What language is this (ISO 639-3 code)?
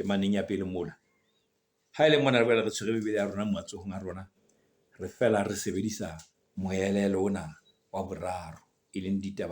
sot